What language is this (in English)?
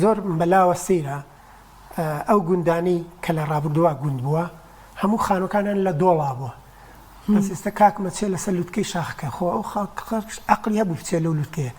Central Kurdish